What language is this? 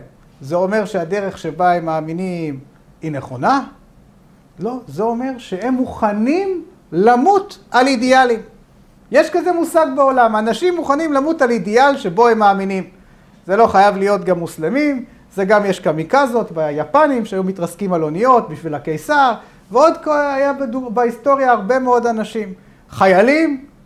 Hebrew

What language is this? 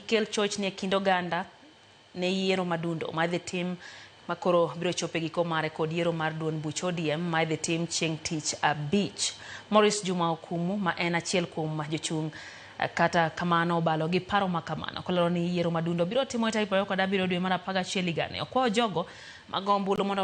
Luo (Kenya and Tanzania)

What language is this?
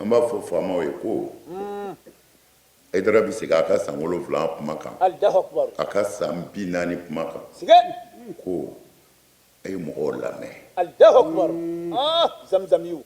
Bambara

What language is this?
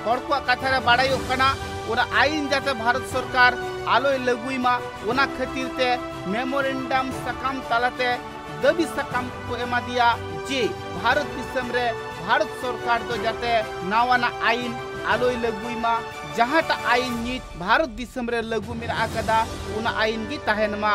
Santali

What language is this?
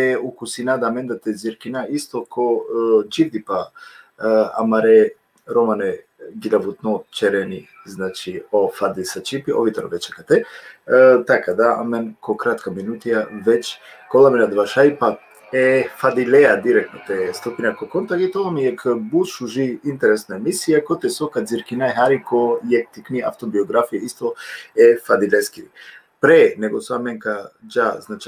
Balkan Romani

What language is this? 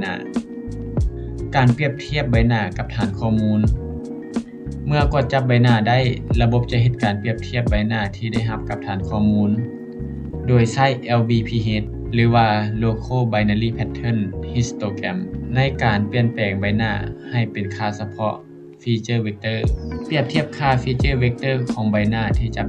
Lao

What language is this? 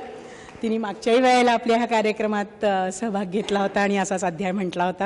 Marathi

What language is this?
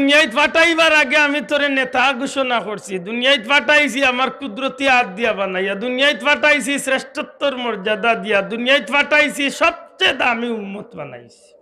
Sylheti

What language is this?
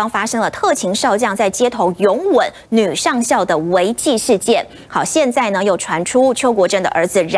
Chinese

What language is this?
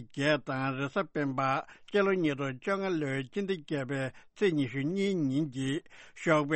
Tibetan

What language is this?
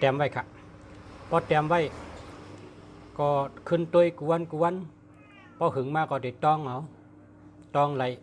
Shan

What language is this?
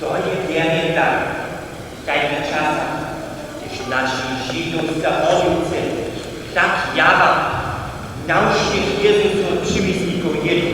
Upper Sorbian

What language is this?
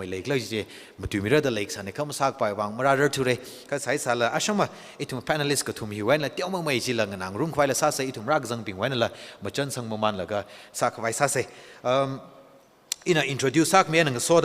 Tangkhul Naga (India)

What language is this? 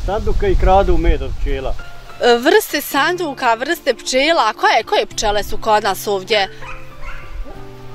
Bosnian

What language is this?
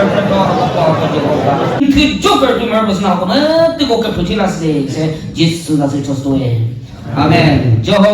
Chokri Naga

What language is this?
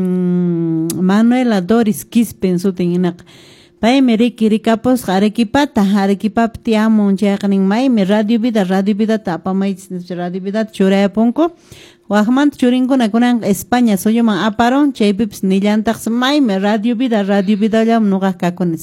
Quechua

